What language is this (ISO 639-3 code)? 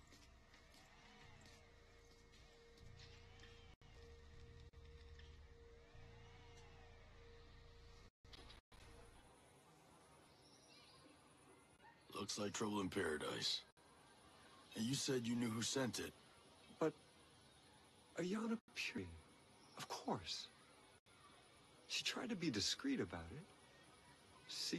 eng